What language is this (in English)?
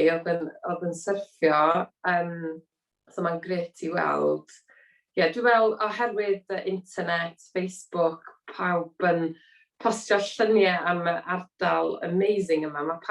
Welsh